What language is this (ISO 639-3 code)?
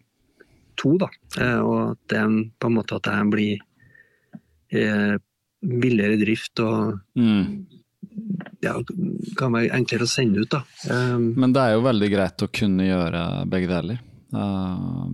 nor